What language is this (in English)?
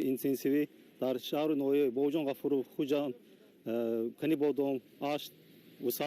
Tajik